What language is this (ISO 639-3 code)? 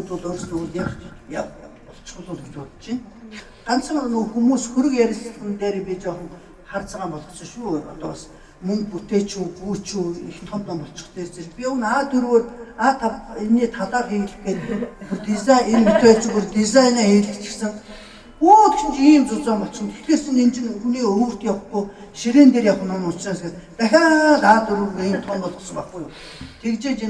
mon